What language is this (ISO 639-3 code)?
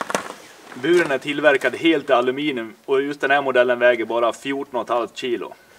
swe